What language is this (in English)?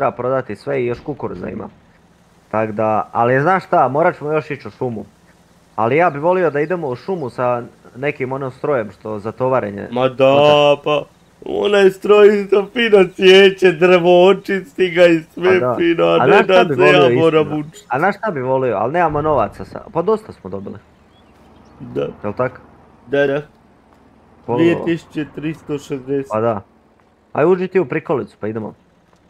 Croatian